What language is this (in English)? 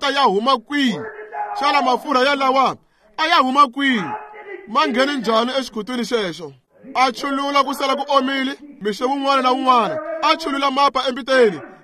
Tsonga